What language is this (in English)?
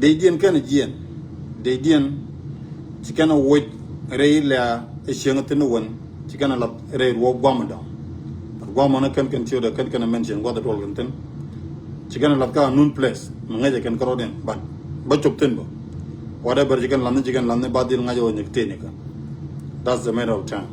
Nuer